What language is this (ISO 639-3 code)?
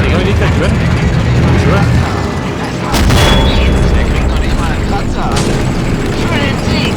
bar